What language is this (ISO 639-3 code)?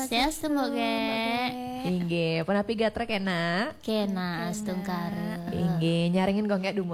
ban